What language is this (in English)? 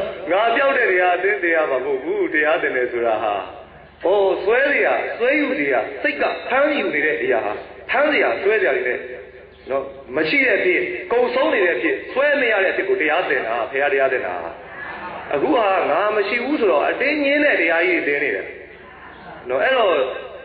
Burmese